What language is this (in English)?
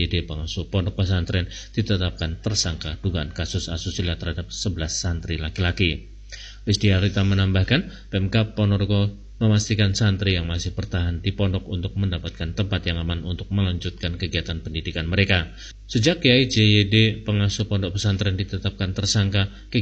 Indonesian